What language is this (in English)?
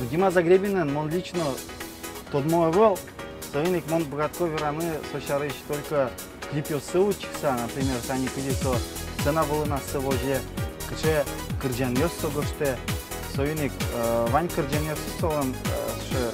Udmurt